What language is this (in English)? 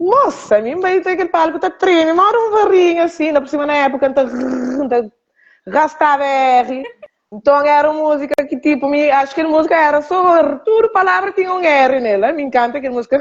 Kabuverdianu